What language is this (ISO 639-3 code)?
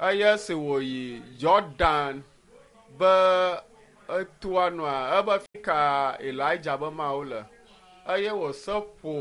ewe